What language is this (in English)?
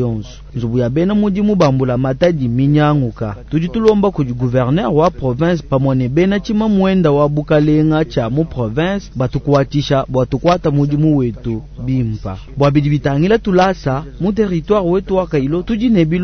Luba-Lulua